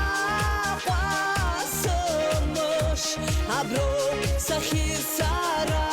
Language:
Abkhazian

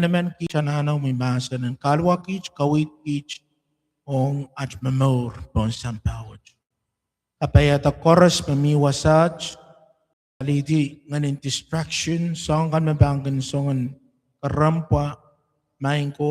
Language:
Pohnpeian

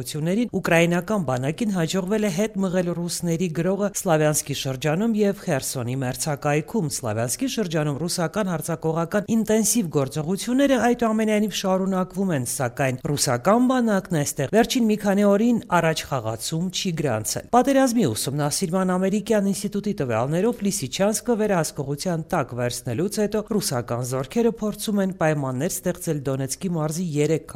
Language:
Armenian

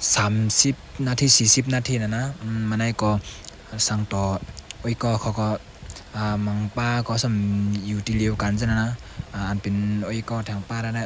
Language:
Shan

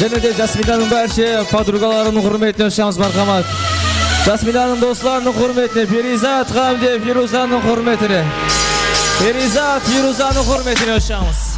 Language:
Kara-Kalpak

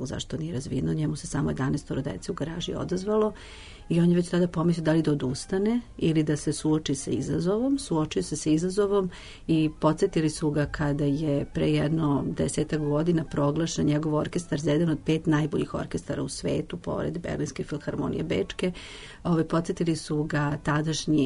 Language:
Serbian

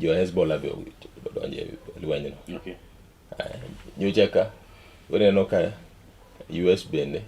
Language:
Luo (Kenya and Tanzania)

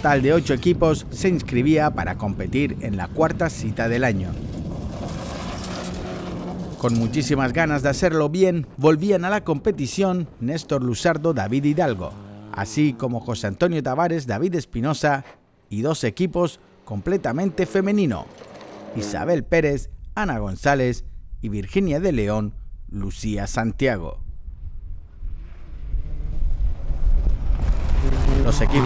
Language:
Spanish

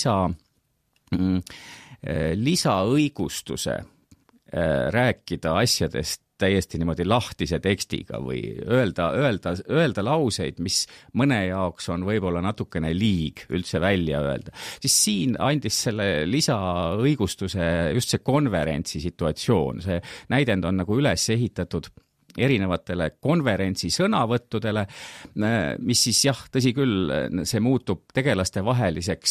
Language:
Estonian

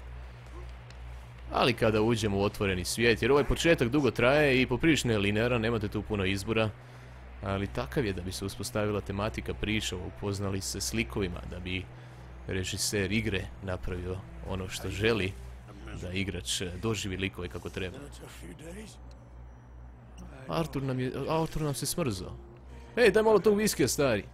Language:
Croatian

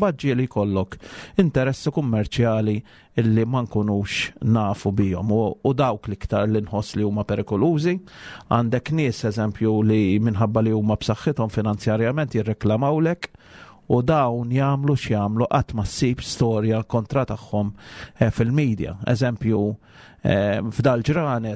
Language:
Maltese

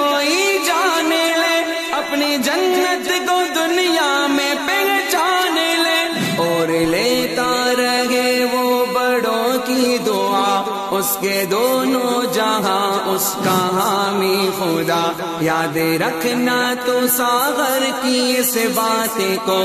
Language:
Urdu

